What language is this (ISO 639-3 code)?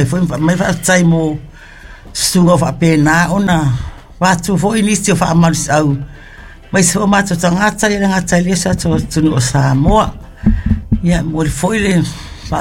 smo